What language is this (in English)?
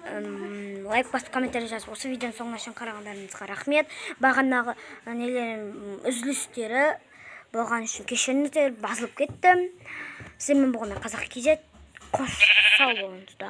Kazakh